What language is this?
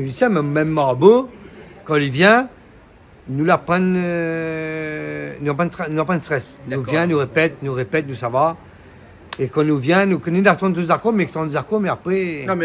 Réunion Creole French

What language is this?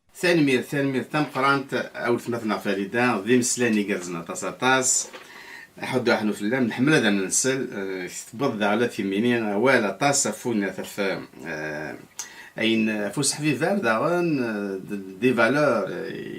Kabyle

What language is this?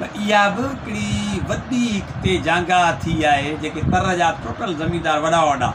Sindhi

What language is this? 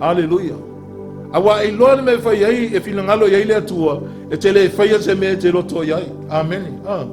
Samoan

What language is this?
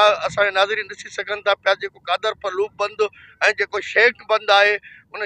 Sindhi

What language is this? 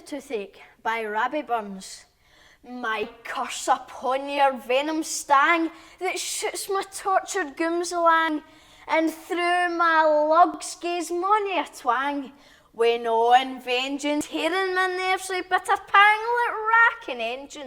Scots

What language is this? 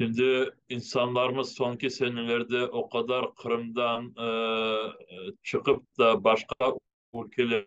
Crimean Tatar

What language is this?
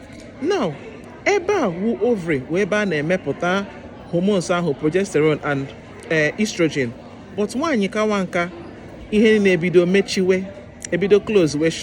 Igbo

